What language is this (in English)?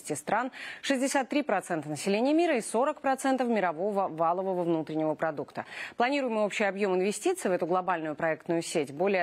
Russian